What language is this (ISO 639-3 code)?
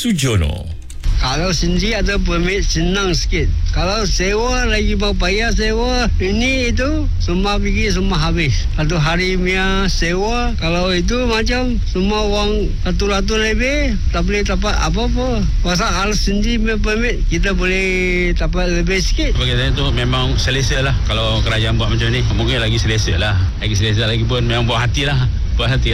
msa